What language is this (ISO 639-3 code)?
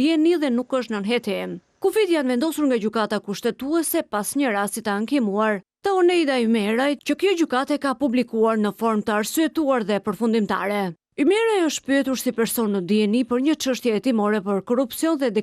sqi